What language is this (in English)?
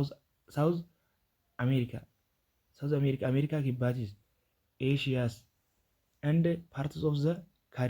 Oromo